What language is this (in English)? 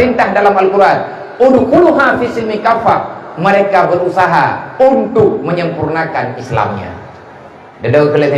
Achinese